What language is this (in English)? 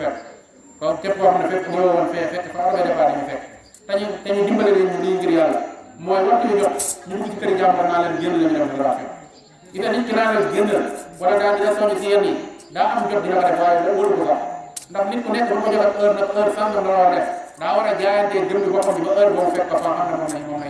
Wolof